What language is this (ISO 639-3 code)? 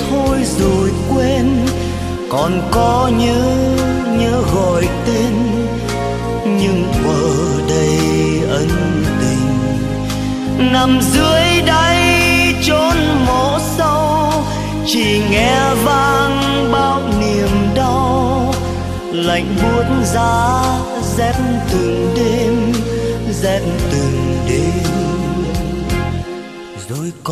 vie